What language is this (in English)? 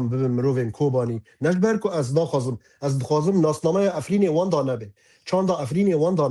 Kurdish